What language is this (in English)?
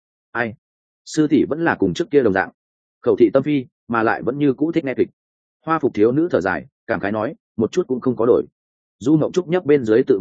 Vietnamese